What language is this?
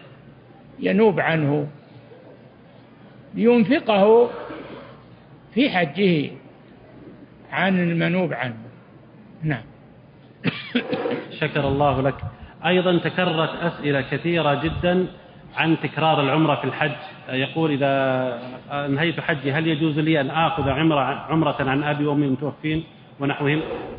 Arabic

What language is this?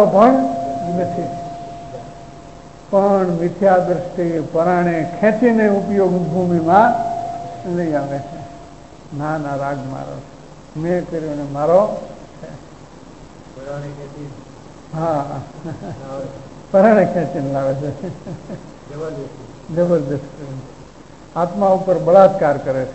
Gujarati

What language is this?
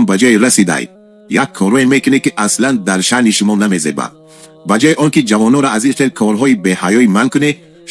Tajik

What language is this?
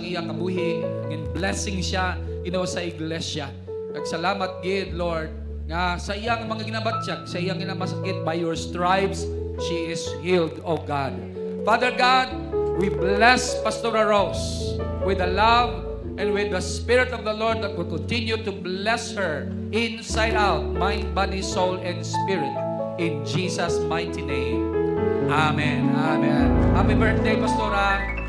Hiligaynon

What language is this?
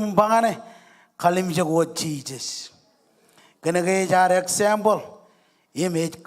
Marshallese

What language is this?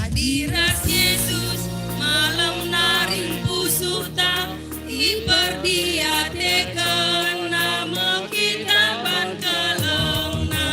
Batak Karo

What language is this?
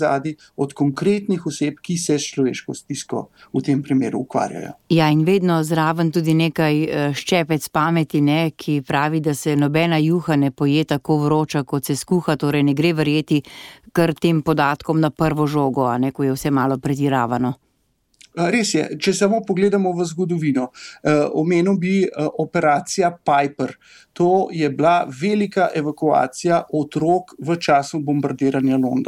Slovenian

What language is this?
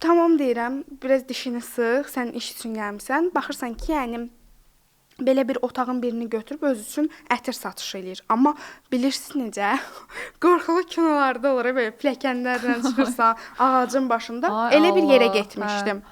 Azerbaijani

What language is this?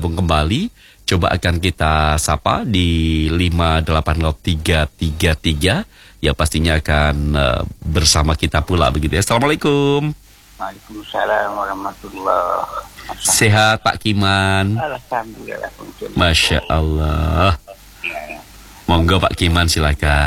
Indonesian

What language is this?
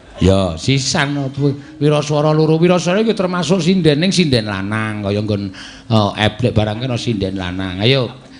Javanese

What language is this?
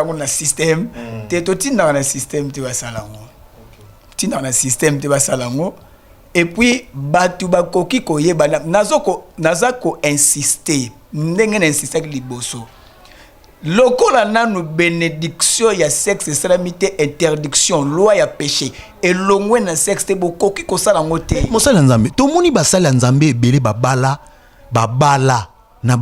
Lingala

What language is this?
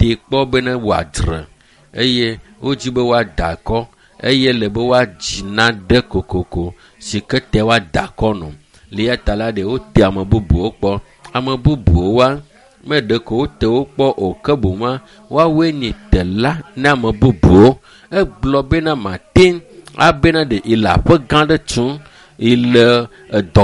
Ewe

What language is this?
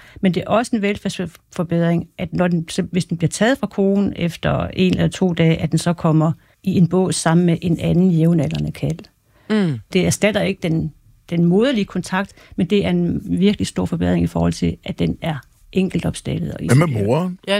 Danish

